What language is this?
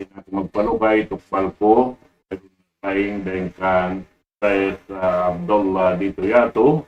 Tausug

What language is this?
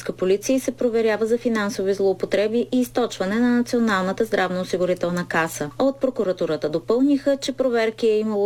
Bulgarian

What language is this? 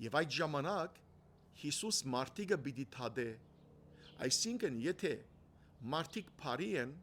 Western Armenian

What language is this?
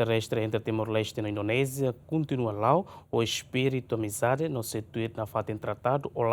Tetum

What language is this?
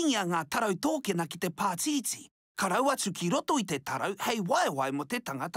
Māori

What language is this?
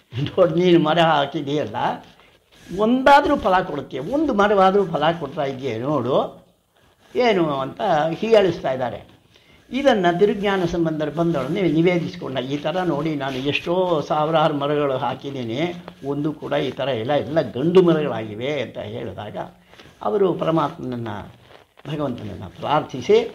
Kannada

